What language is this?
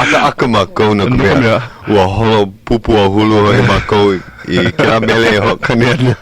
Hawaiian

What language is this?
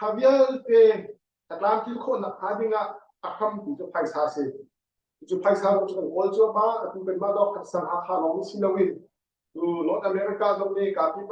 Hakha Chin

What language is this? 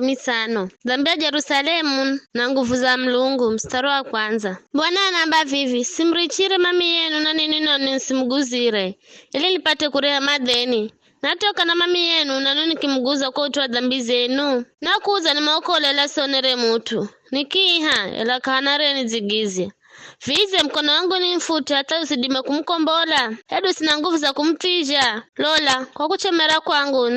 Giryama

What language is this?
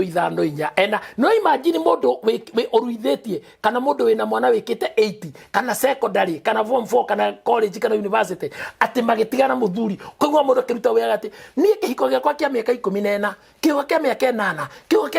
Kikuyu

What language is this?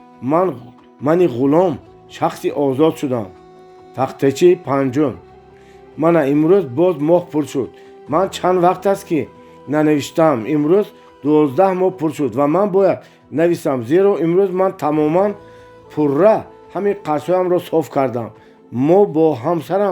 Tajik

